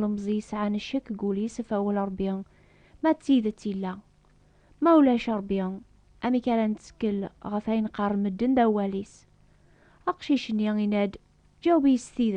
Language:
Kabyle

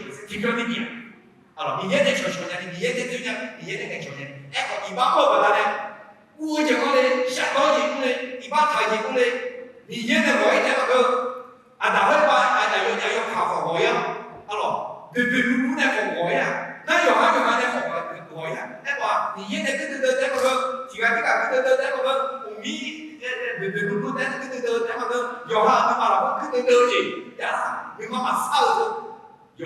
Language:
Akha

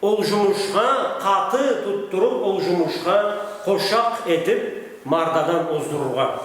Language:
Karachay-Balkar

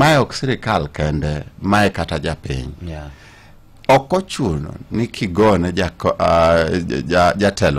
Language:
Luo (Kenya and Tanzania)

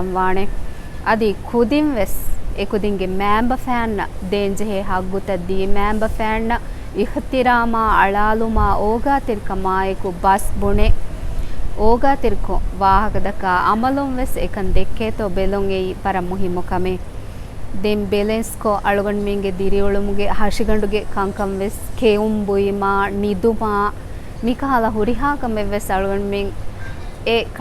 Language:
Divehi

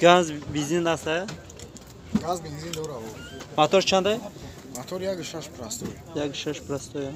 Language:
Tajik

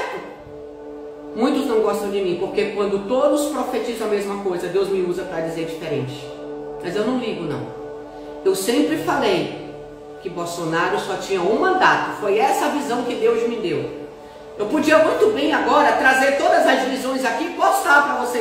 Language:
Portuguese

